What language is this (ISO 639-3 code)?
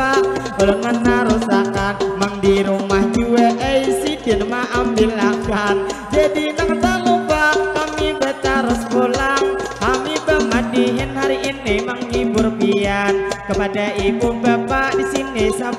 bjn